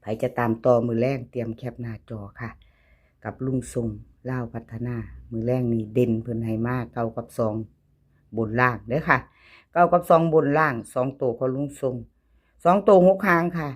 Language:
Lao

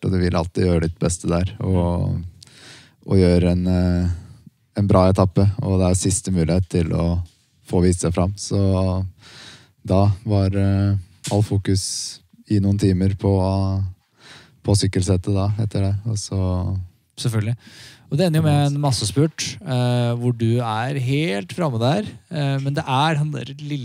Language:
Norwegian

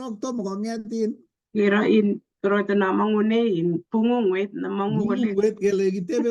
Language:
Kalenjin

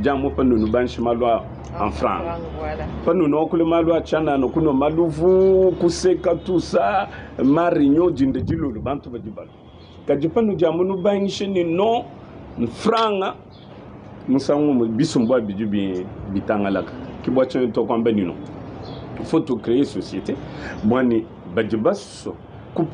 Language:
Luba-Lulua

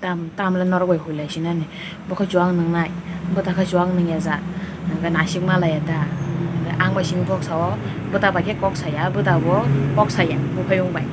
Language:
Kok Borok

